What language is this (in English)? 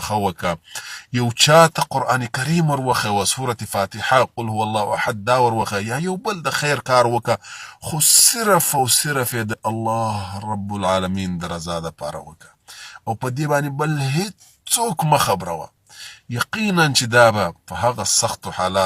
Pashto